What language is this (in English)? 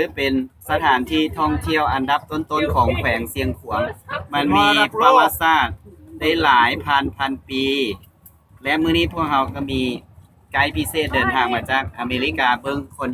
Lao